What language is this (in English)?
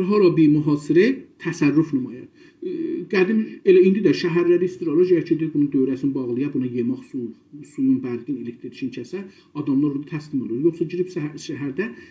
South Azerbaijani